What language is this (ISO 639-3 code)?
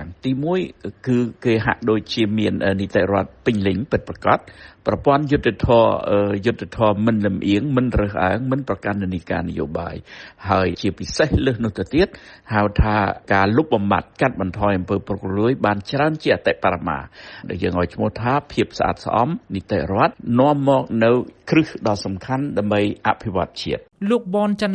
khm